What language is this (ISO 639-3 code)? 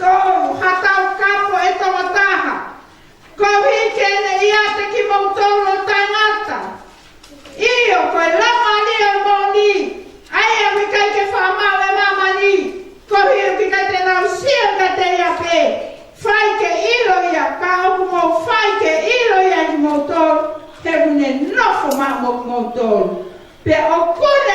ton